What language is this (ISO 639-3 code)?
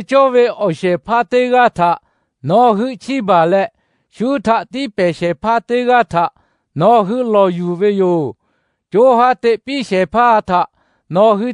lhu